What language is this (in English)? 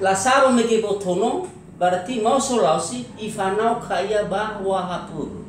Nias